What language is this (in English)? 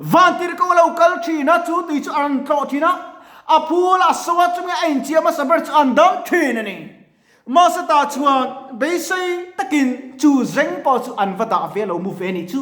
Mizo